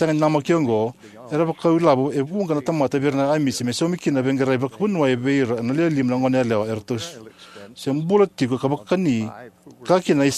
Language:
Fijian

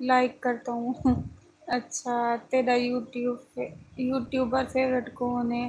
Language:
Saraiki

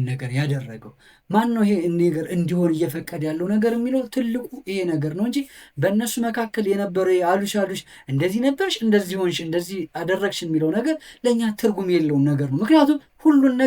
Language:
Amharic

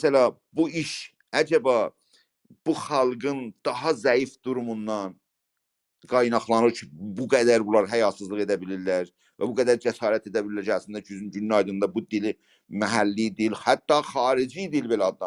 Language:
South Azerbaijani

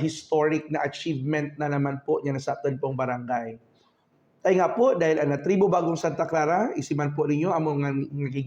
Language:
Buhi'non Bikol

